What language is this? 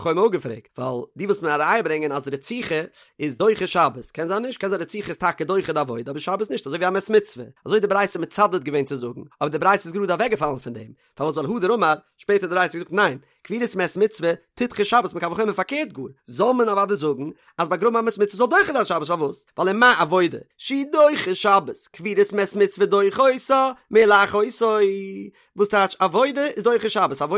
Yiddish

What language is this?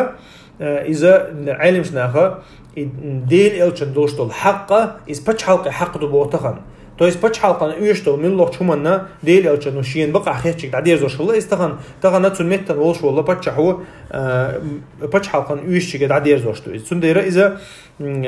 Chechen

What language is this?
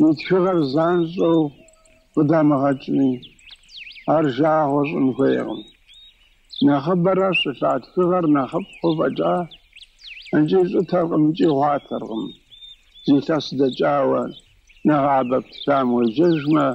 Kabardian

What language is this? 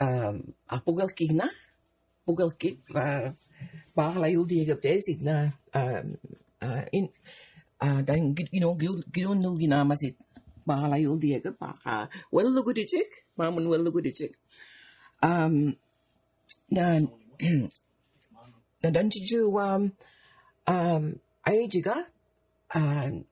Mi'kmaw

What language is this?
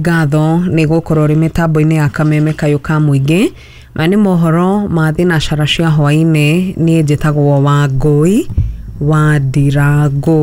Kikuyu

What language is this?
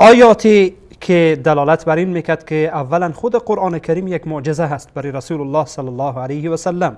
Persian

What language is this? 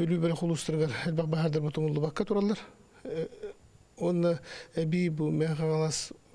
Yakut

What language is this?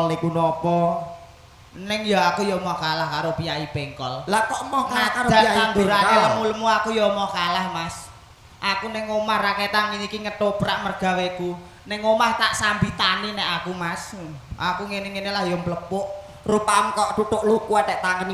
Javanese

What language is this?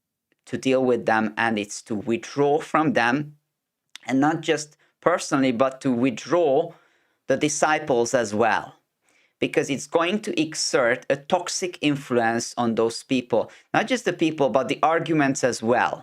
English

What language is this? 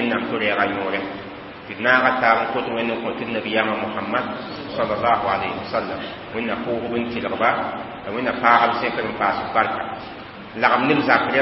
Mossi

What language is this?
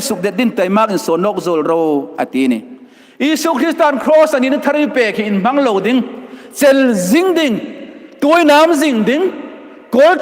Hmar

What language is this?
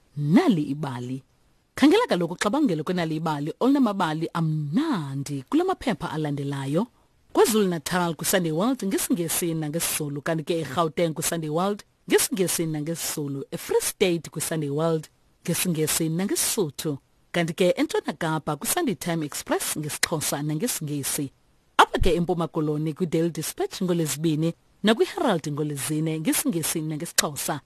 Xhosa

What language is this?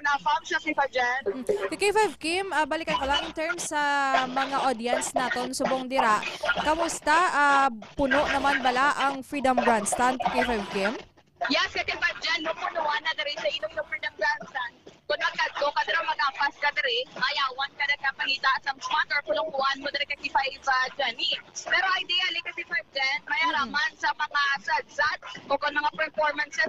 Hiligaynon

